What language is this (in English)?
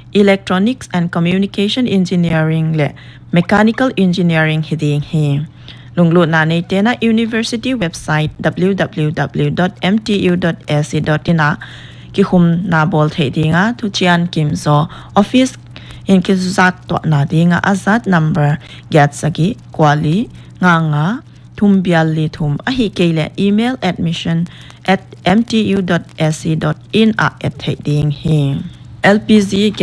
Paite Chin